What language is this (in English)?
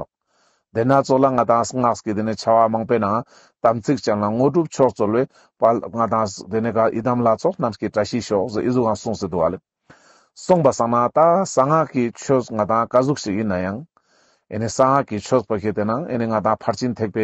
Ladakhi